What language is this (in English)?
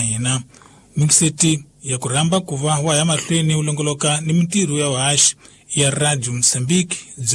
Tsonga